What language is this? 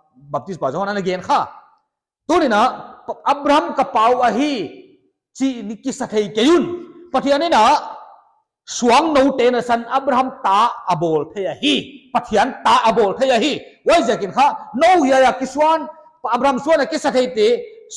Paite Chin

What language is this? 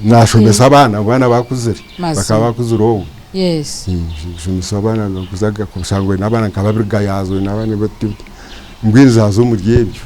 Nyankole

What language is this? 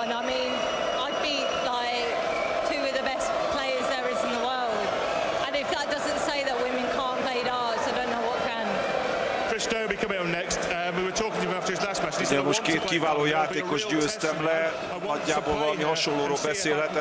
Hungarian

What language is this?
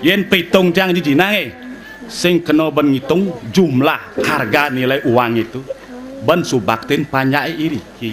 Balinese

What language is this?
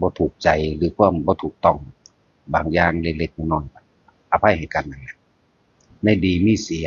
Northeastern Thai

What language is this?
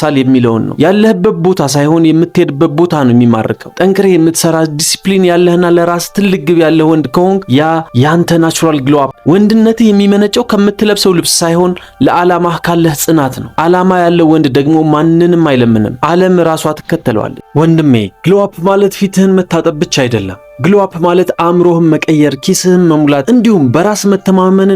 Amharic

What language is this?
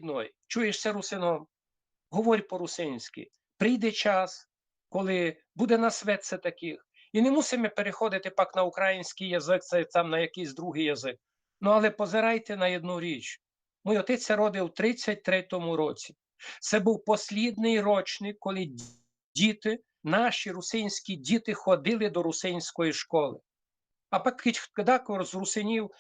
Rusyn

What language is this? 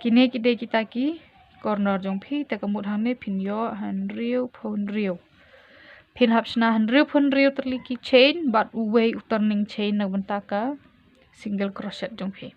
Khasi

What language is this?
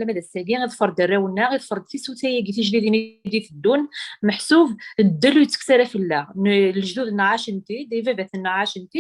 Kabyle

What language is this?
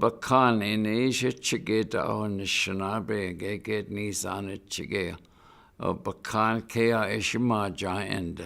Chippewa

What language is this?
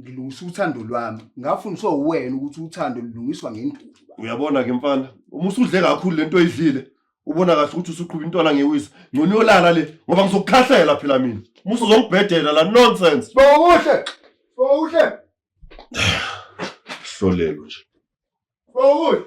Zulu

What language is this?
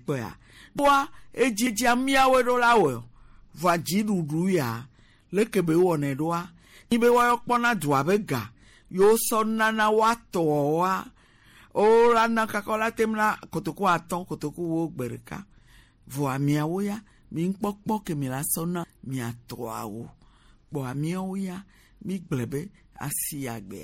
Gen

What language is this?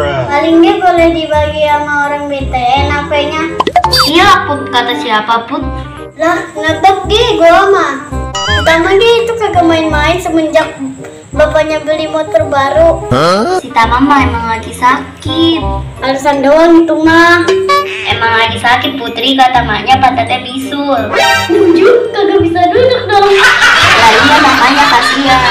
Betawi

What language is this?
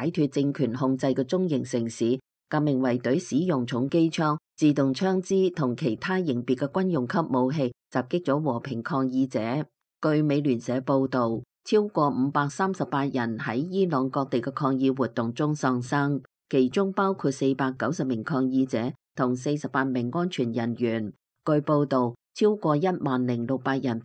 Cantonese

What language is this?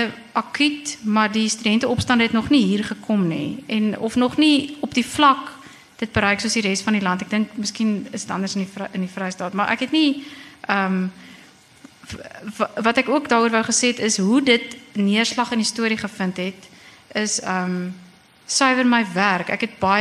Afrikaans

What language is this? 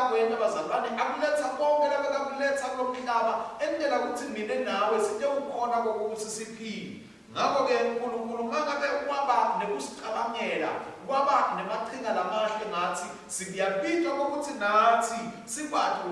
Swati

